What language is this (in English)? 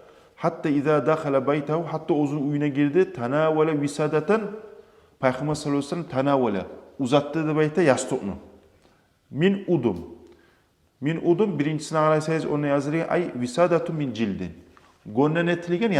Kumyk